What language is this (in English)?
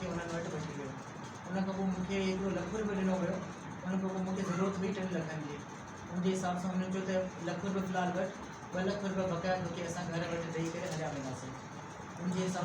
Sindhi